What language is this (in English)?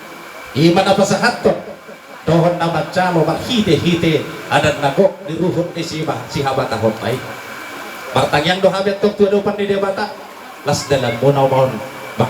Batak Toba